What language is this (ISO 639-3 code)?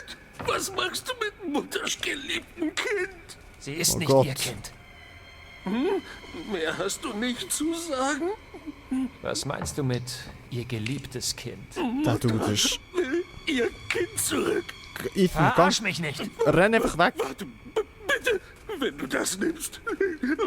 gsw